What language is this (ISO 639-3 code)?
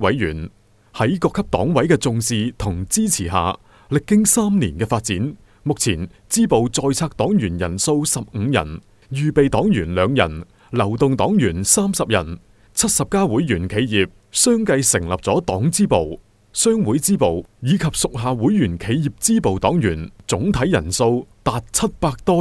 yue